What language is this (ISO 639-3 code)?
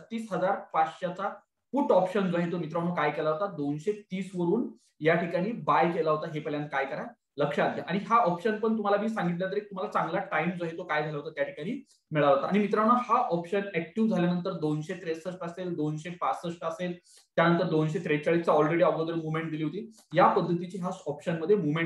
mar